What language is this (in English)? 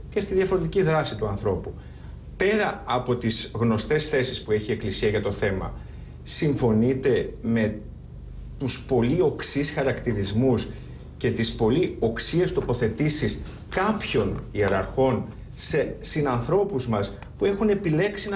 Greek